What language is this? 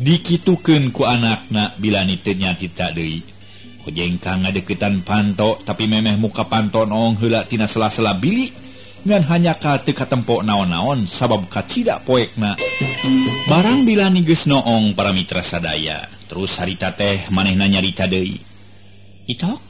Sundanese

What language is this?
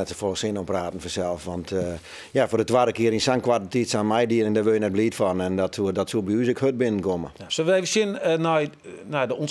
Western Frisian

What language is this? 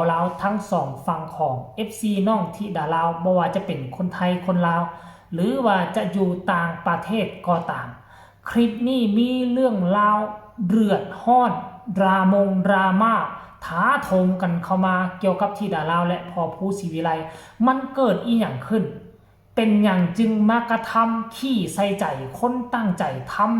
Northeastern Thai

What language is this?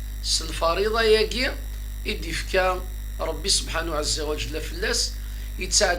Kabyle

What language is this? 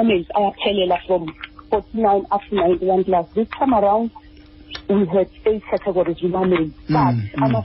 Xhosa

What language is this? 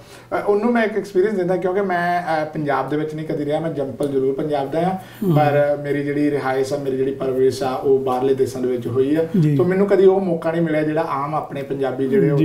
Punjabi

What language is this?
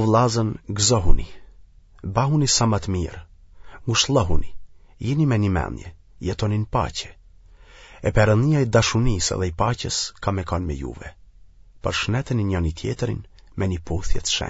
Albanian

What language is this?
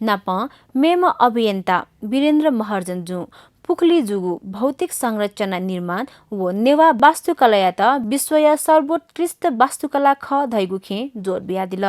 Newari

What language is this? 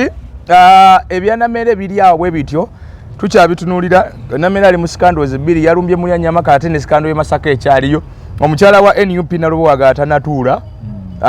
Ganda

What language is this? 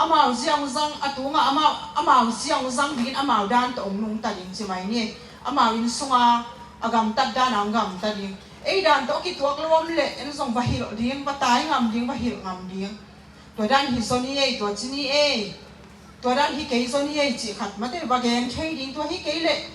Tedim Chin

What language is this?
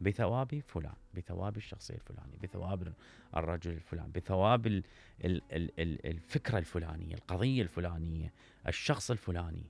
Mesopotamian Arabic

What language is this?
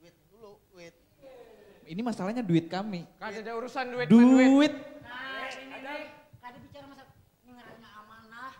Banjar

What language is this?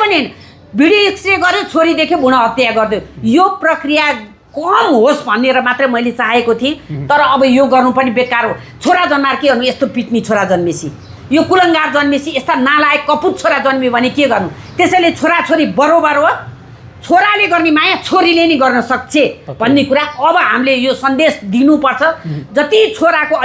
Nepali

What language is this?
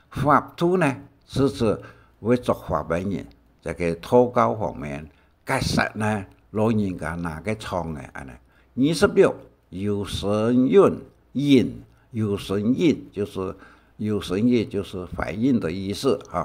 Hakka Chinese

